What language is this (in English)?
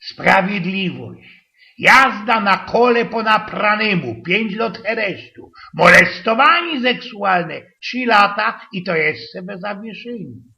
Silesian